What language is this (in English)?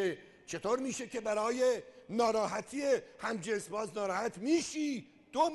Persian